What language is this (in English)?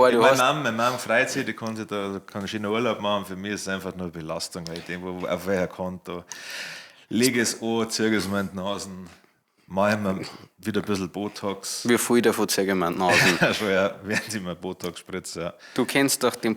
Bavarian